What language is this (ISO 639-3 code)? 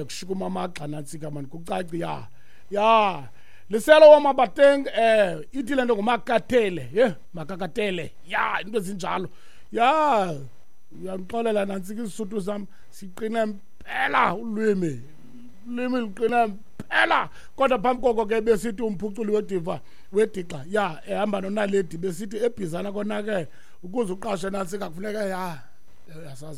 xho